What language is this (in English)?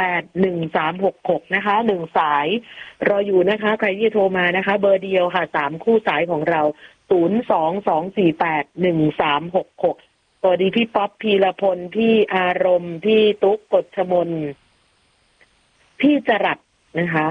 Thai